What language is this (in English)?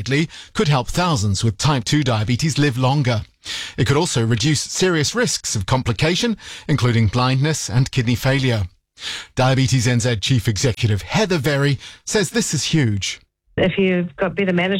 English